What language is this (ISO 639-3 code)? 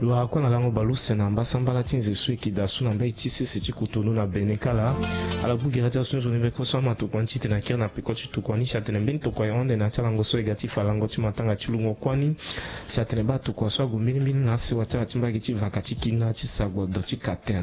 sag